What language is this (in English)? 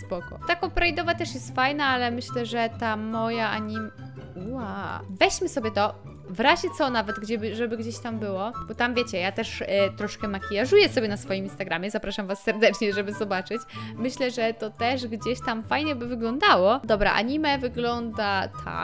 Polish